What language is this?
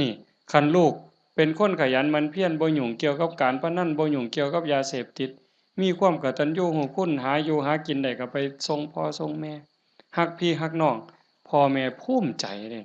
Lao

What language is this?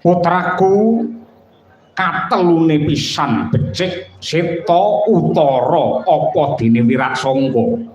Javanese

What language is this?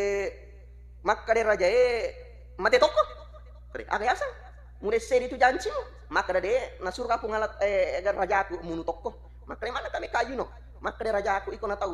Buginese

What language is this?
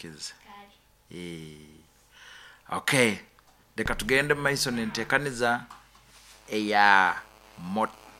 Nyoro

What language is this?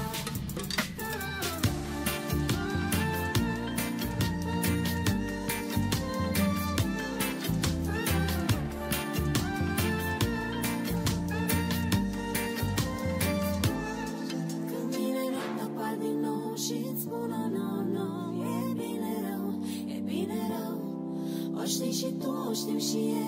Romanian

